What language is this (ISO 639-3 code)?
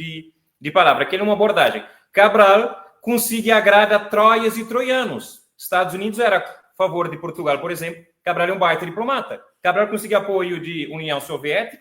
kea